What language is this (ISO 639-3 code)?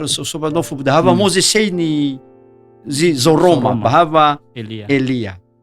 nia